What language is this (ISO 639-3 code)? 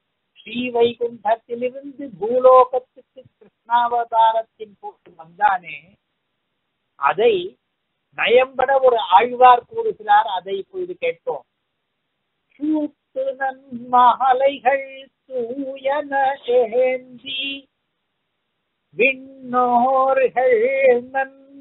tam